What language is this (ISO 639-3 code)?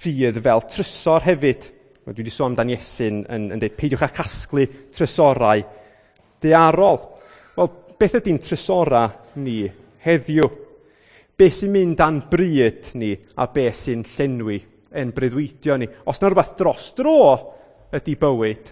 cym